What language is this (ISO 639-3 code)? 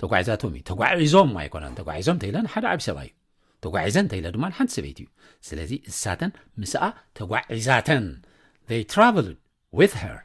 tir